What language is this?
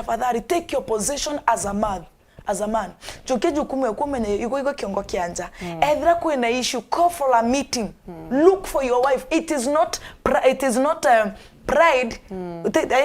Meru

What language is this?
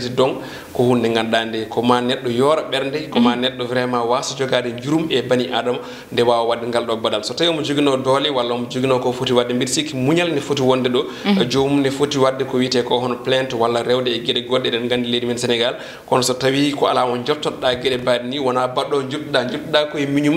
Fula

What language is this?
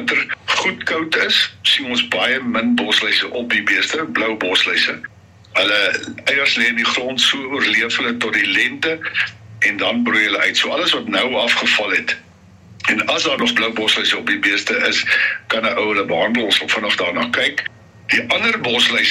Afrikaans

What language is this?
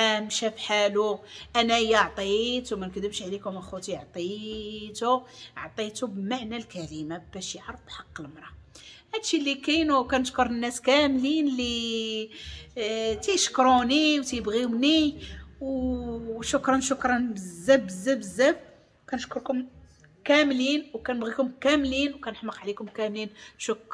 Moroccan Arabic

